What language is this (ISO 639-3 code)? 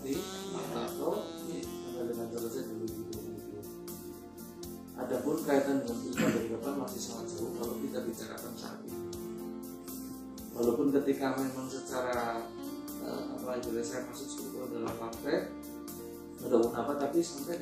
ind